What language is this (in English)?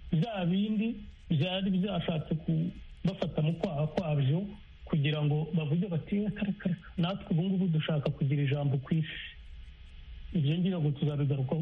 Kinyarwanda